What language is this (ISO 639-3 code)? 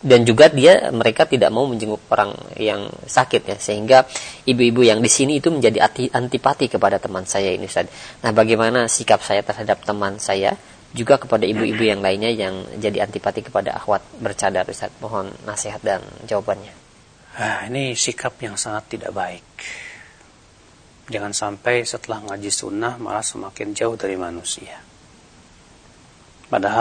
ind